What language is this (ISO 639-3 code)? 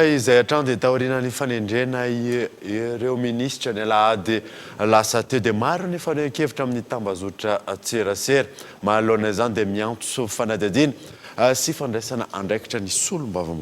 mlg